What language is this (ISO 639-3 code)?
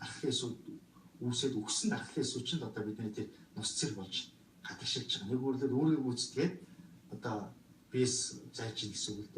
mon